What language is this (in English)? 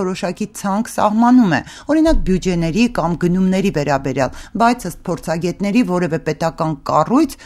Armenian